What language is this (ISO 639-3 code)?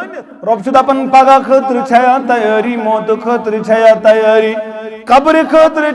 kas